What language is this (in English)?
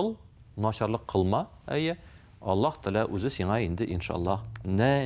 Tatar